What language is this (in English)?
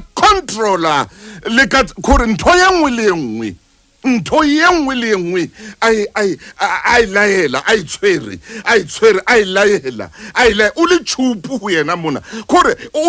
Southern Sotho